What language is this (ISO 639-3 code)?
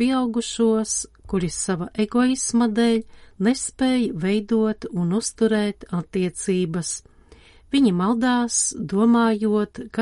lav